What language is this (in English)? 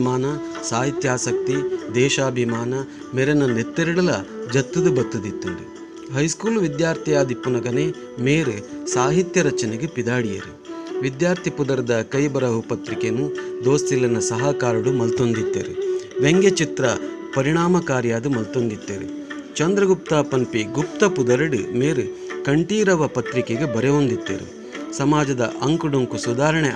Tulu